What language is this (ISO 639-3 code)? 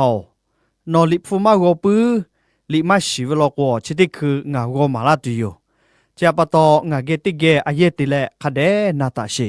lhu